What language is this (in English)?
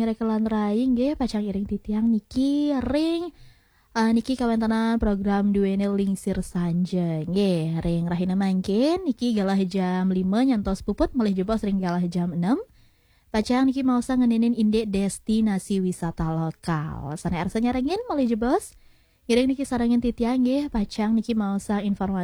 Balinese